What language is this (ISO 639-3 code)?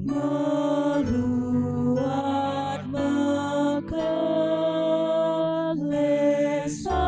btx